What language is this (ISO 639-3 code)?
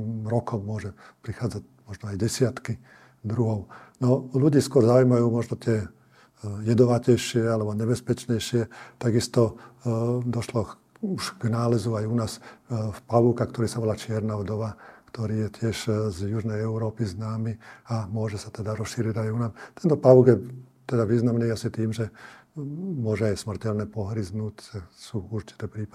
slk